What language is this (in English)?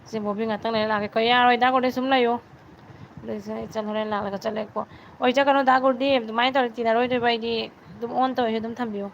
Manipuri